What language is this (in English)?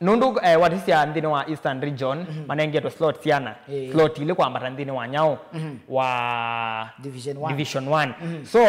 Kamba